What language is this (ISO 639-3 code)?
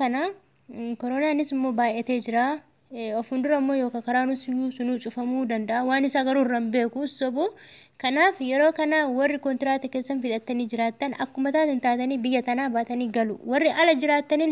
orm